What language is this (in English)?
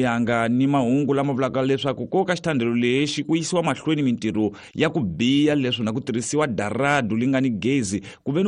Tsonga